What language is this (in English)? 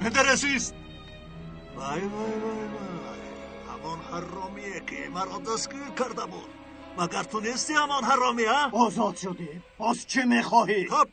Tajik